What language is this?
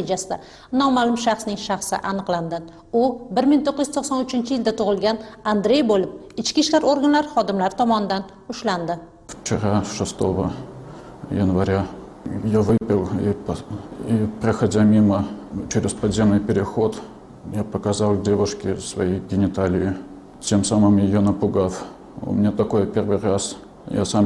Uzbek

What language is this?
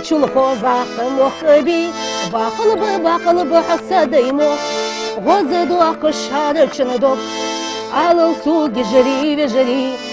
Ingush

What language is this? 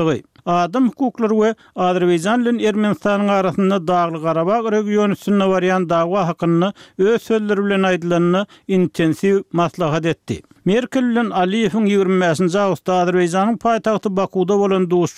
Turkmen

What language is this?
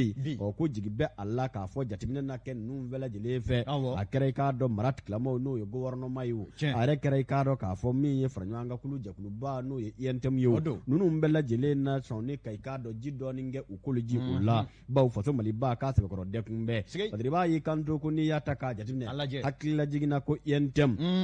Bambara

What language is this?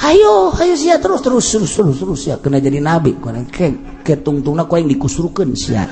Sundanese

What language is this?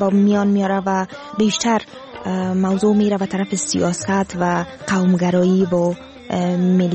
Persian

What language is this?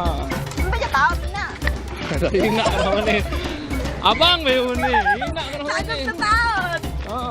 Sasak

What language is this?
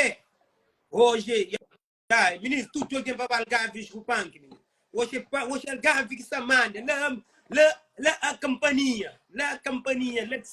Kabuverdianu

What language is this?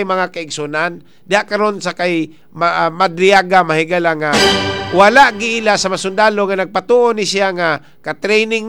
Cebuano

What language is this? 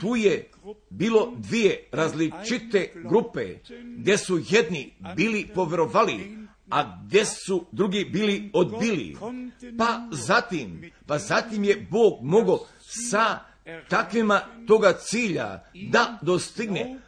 Croatian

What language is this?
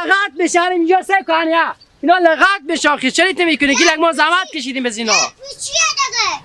Hazaragi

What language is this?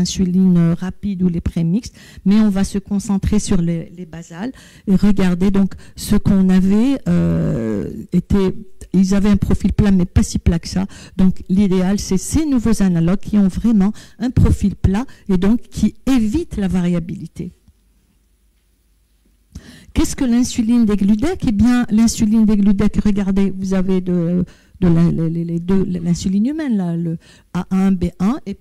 French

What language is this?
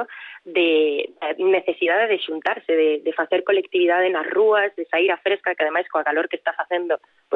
Galician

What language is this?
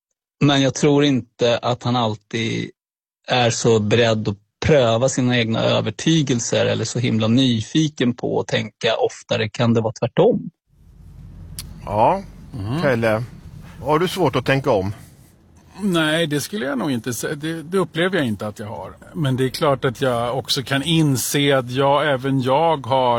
Swedish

